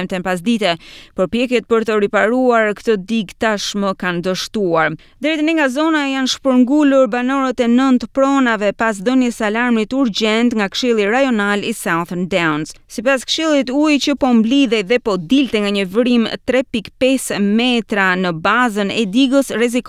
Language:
Albanian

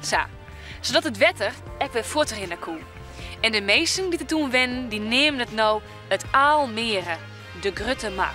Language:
Western Frisian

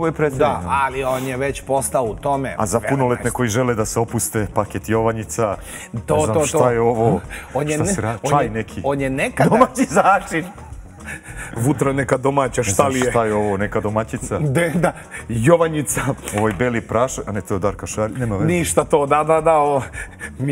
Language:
Serbian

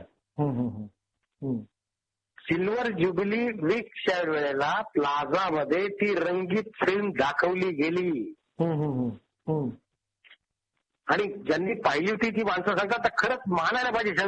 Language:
Marathi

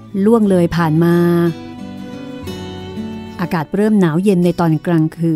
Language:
Thai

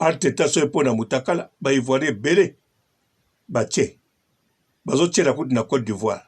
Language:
Lingala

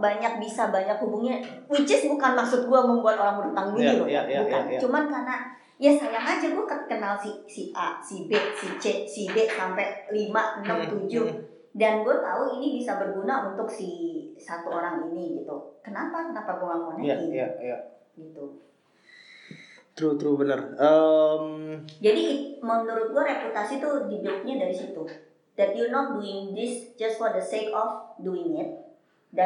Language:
Indonesian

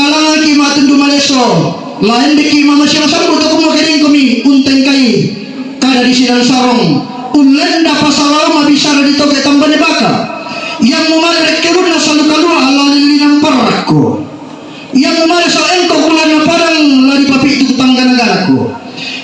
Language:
Toraja-Sa'dan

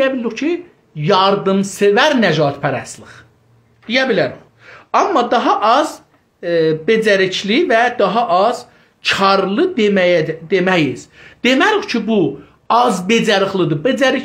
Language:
South Azerbaijani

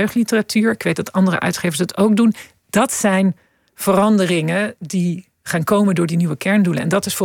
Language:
Dutch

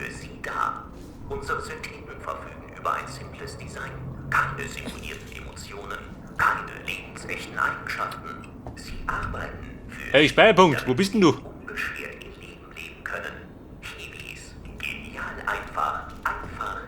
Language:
Bavarian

